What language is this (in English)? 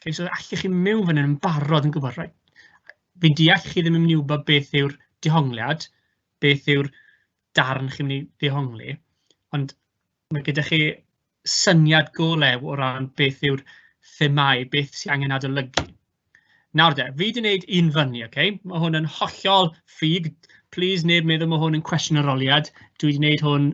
Welsh